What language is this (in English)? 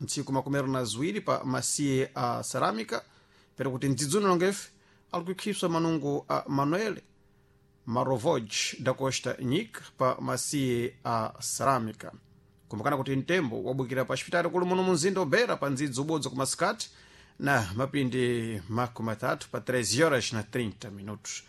Sena